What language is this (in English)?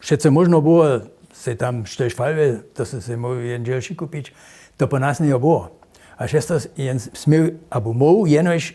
Upper Sorbian